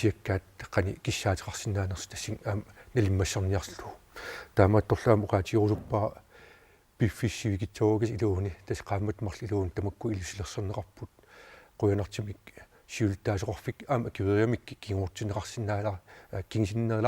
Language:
Kalaallisut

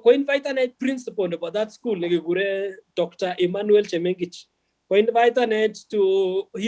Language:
Kalenjin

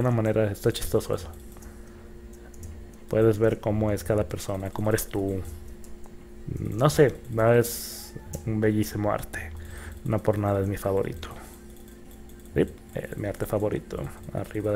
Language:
Spanish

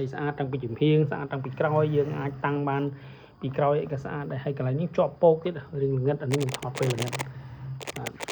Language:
Khmer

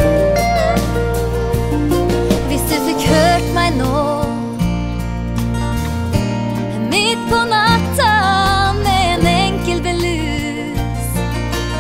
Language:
Norwegian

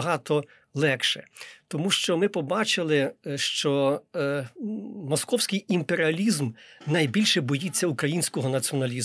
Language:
Ukrainian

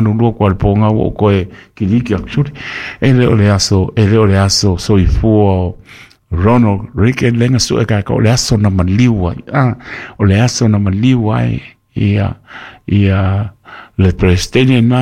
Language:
Samoan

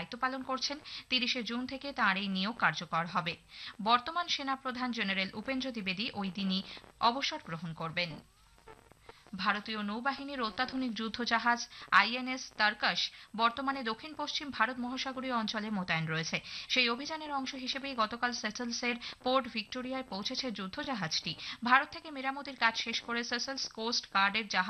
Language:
Bangla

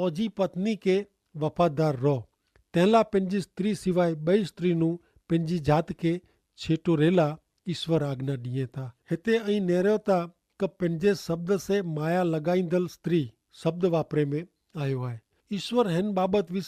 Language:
Kachhi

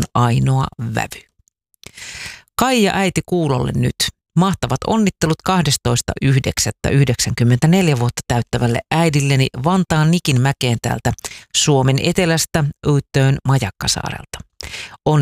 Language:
Finnish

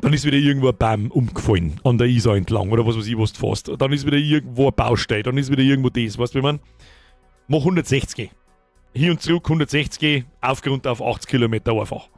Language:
Bavarian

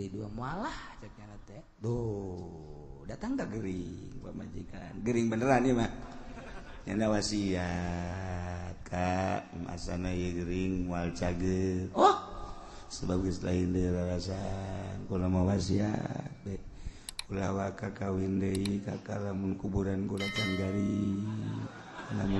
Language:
Sundanese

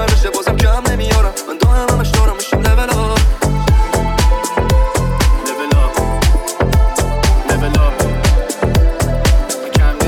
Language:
Persian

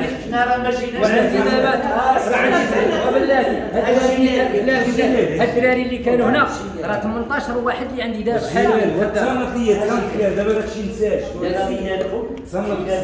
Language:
Moroccan Arabic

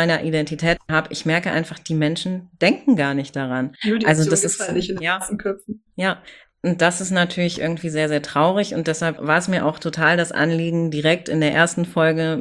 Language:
German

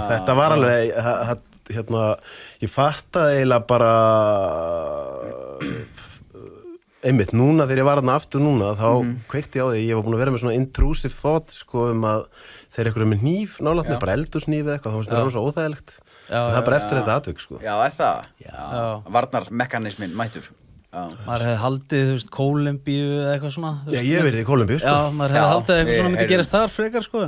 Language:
Icelandic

